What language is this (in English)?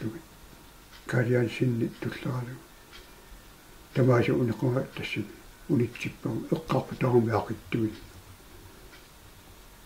Kalaallisut